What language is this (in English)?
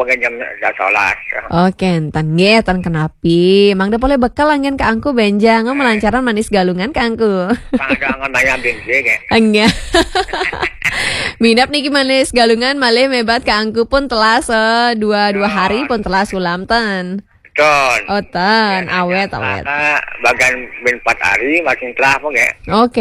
Balinese